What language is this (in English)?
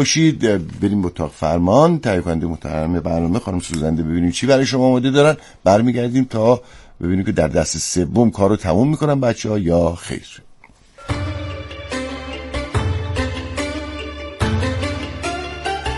Persian